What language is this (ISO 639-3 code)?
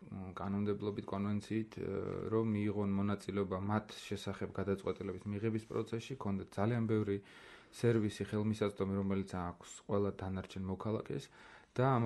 kat